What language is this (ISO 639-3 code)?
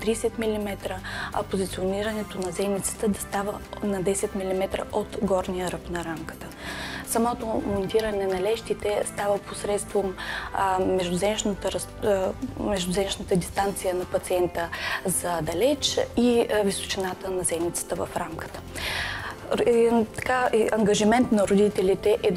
bul